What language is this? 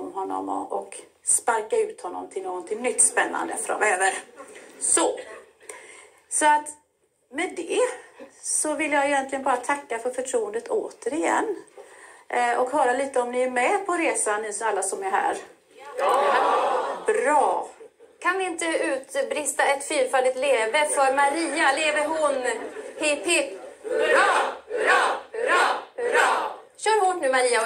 Swedish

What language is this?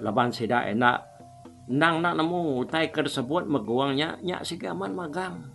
Iban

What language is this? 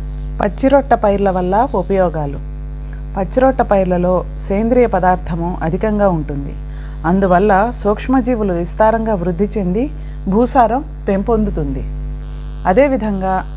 Telugu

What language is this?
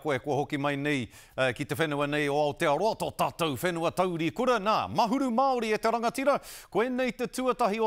Māori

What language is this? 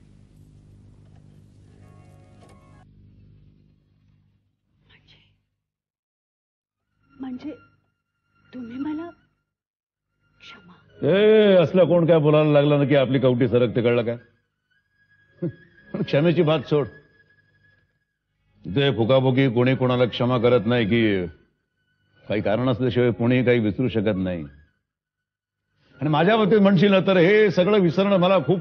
Marathi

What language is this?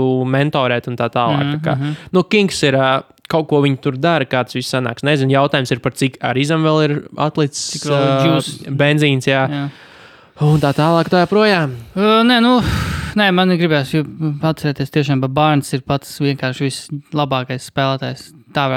Latvian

